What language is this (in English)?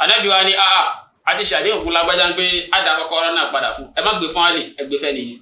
Yoruba